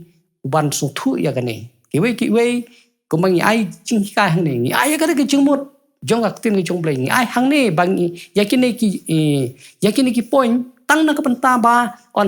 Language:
Khasi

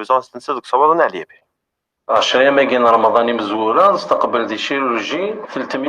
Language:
Kabyle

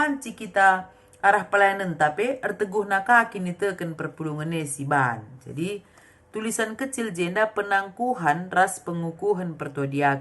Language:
Batak Karo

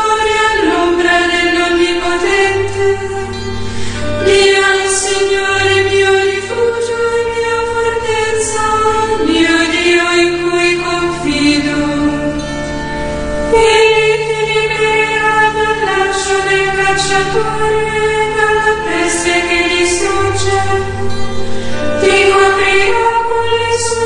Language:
Italian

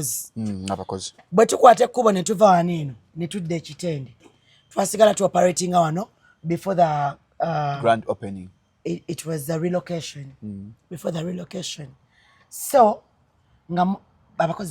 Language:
Ganda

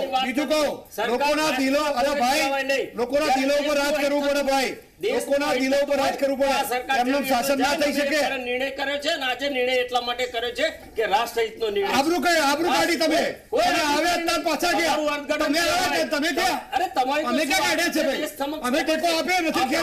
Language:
Gujarati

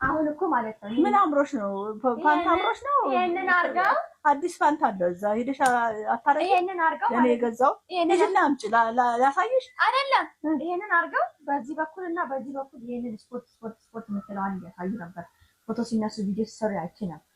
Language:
Amharic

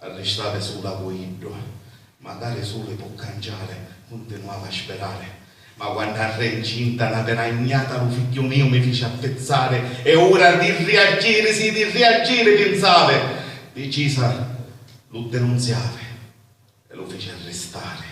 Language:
Sicilian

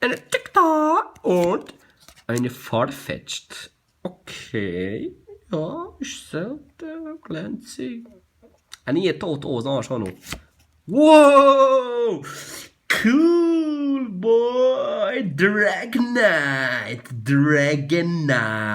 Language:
Swiss German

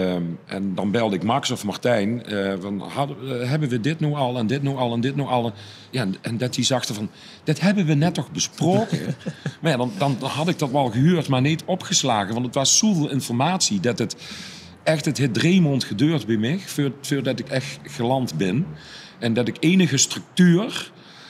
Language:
Limburgish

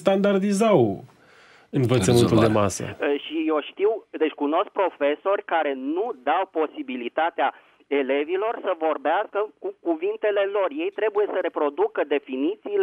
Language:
Romanian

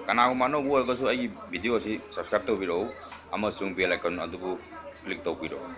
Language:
Manipuri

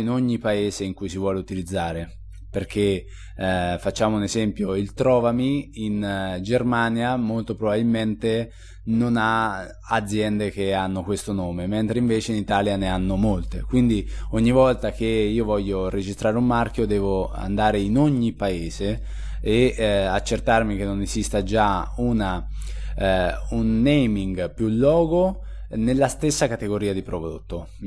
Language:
Italian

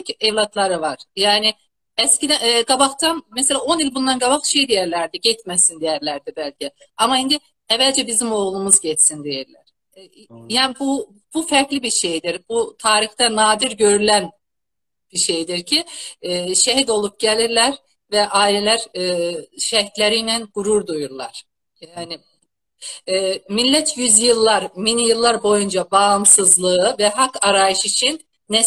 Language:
South Azerbaijani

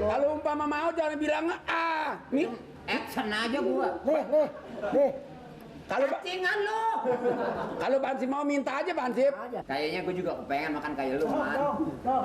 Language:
Betawi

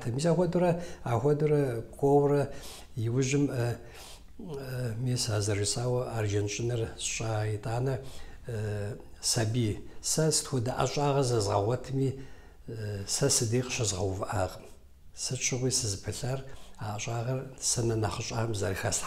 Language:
Kabardian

